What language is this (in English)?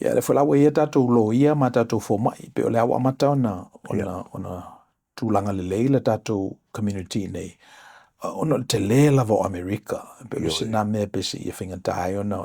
Samoan